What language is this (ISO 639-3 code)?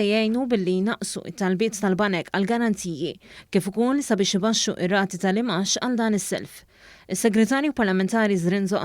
mlt